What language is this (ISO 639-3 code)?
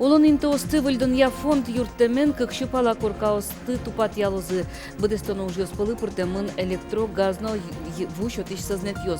udm